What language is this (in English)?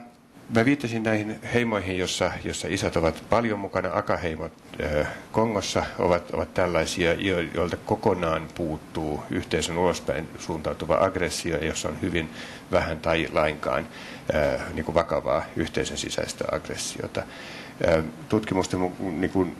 Finnish